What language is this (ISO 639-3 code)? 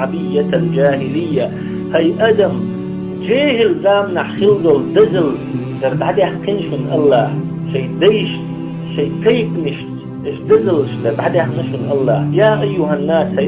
che